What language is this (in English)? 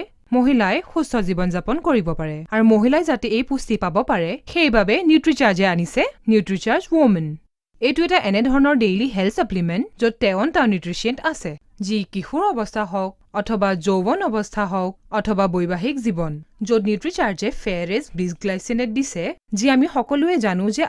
Assamese